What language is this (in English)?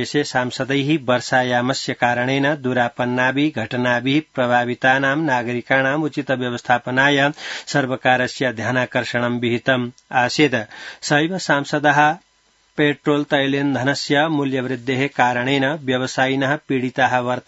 Sanskrit